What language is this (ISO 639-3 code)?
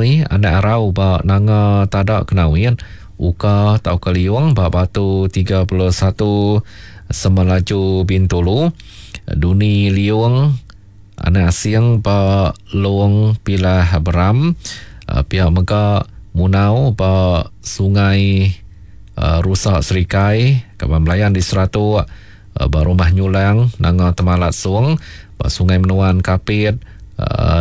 iba